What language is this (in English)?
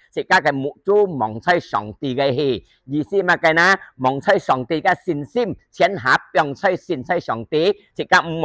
Hakka Chinese